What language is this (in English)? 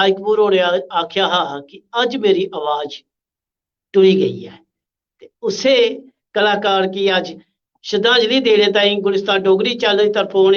Dogri